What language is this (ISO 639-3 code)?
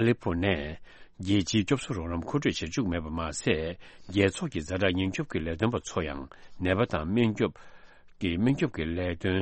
bod